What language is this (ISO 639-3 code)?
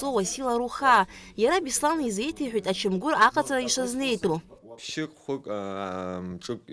abk